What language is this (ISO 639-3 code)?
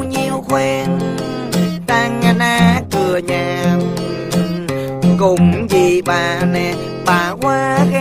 vie